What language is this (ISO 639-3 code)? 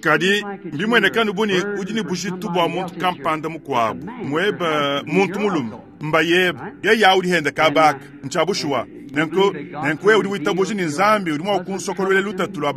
lua